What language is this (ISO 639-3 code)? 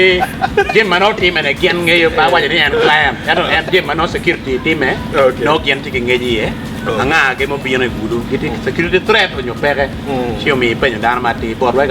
ach